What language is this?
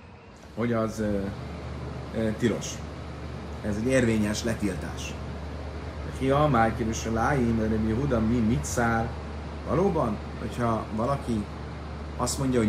Hungarian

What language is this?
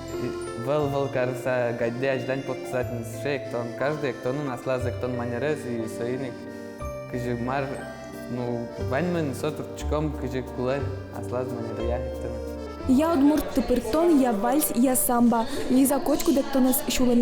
Udmurt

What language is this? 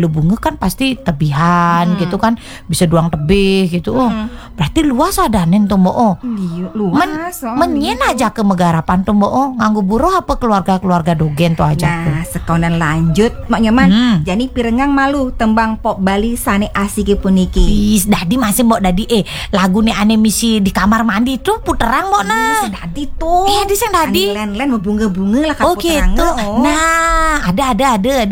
Balinese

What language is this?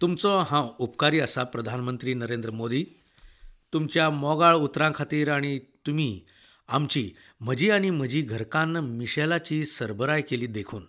Konkani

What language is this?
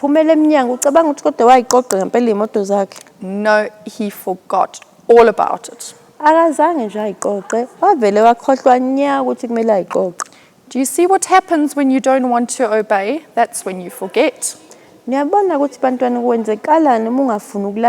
Zulu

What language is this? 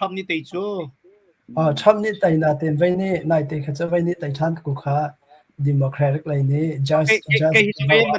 Hakha Chin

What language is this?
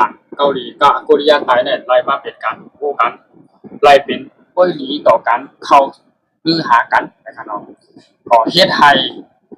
Shan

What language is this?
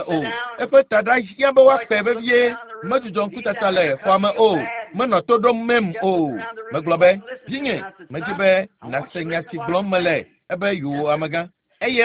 Ewe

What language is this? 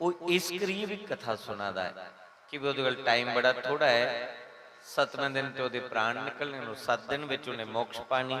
Dogri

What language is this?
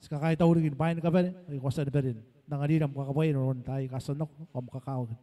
Gilbertese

